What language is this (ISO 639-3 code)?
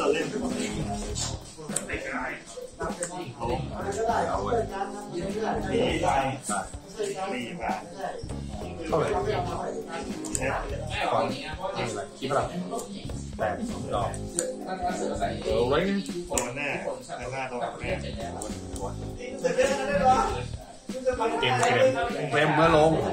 tha